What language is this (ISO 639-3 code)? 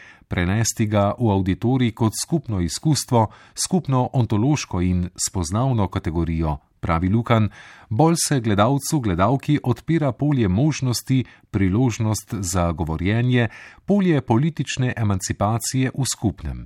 slv